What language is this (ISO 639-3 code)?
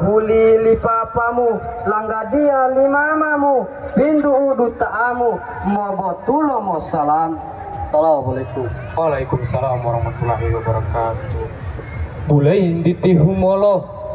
gor